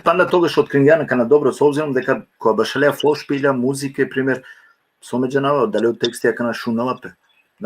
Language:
Balkan Romani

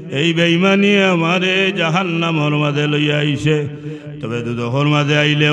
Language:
Sylheti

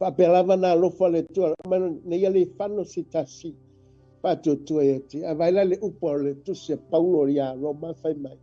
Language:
Samoan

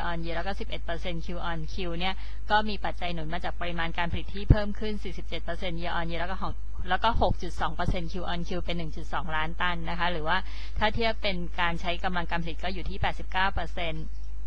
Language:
Thai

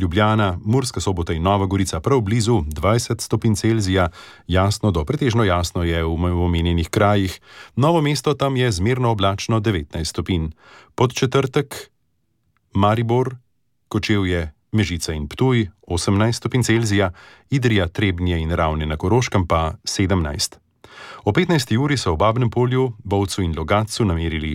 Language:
Slovenian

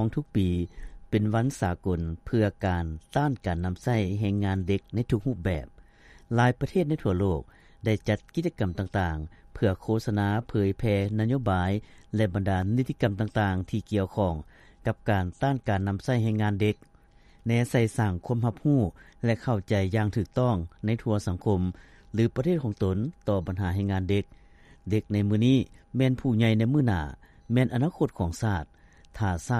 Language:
Lao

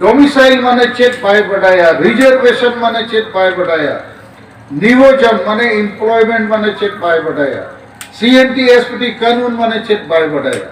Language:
Santali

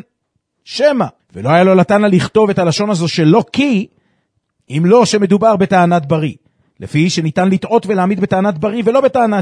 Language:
Hebrew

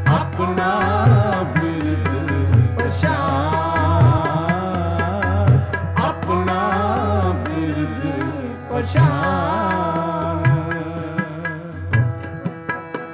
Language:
Punjabi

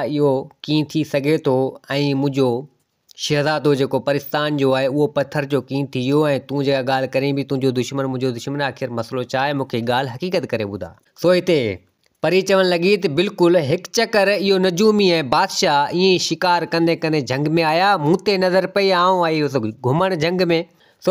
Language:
Sindhi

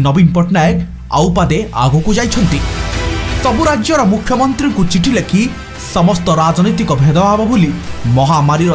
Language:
Odia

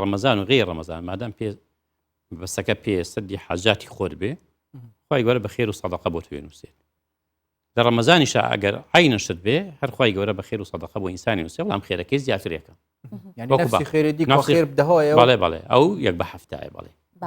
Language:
Central Kurdish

